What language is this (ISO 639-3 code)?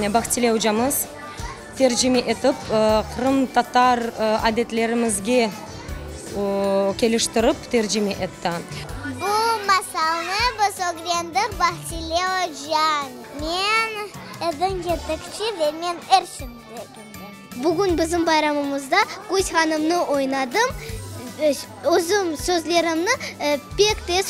crh